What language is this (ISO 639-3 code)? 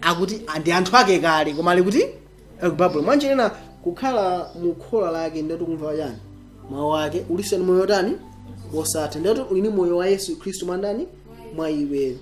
nya